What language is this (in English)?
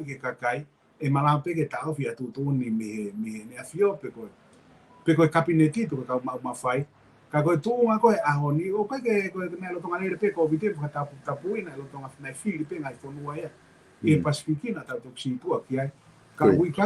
Tongan